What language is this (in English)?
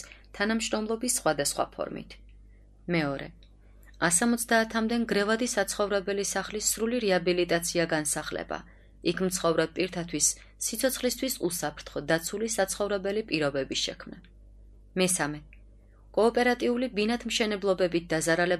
Georgian